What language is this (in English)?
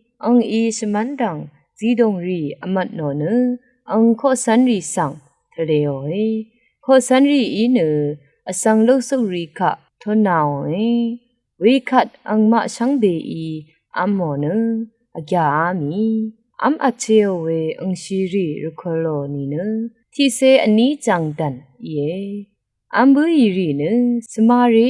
Rawang